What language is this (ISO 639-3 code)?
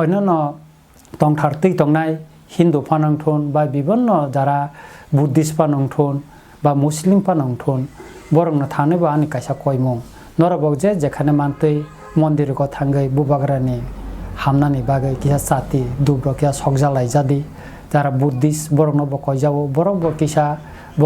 trp